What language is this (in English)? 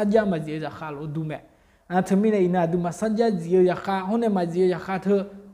Akha